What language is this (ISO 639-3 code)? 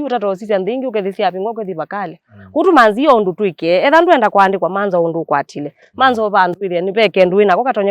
kam